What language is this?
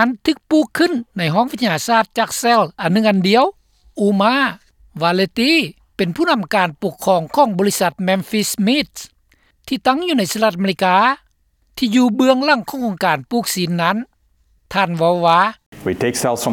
Lao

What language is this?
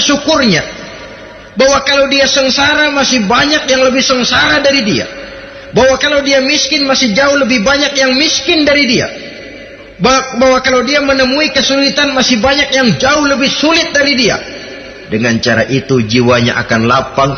Indonesian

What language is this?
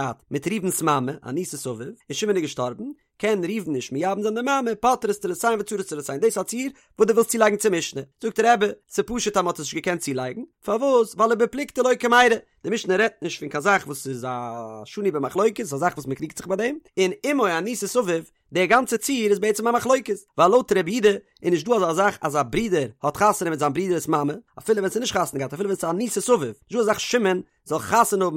Yiddish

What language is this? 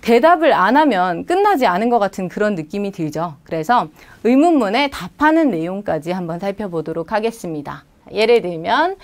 Korean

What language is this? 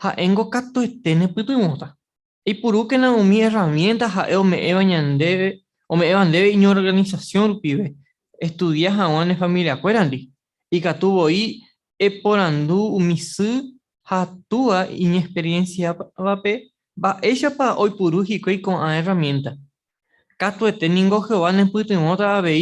Guarani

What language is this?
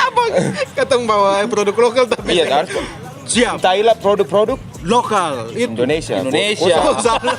Ambonese Malay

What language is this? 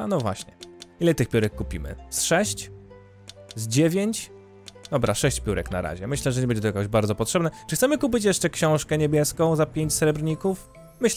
Polish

